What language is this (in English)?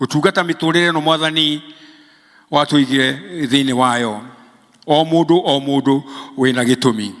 Kikuyu